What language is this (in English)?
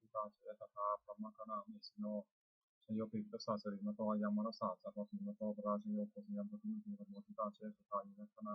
Pali